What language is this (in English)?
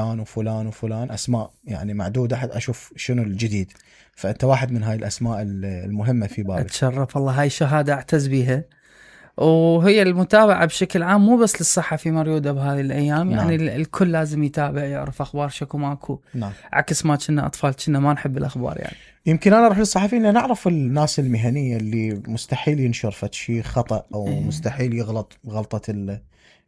Mesopotamian Arabic